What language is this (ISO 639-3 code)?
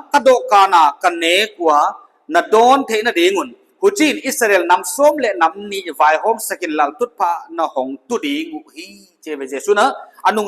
pck